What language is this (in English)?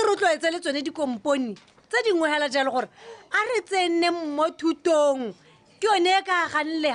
Tswana